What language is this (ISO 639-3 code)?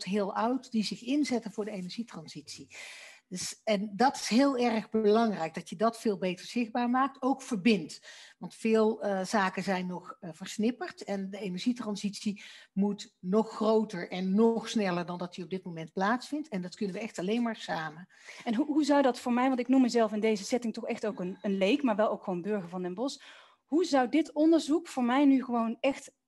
nld